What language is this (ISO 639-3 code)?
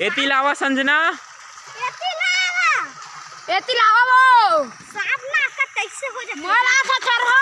hne